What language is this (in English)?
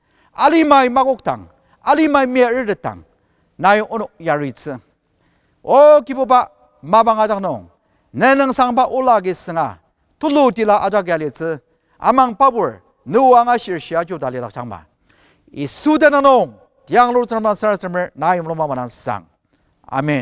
Ao Naga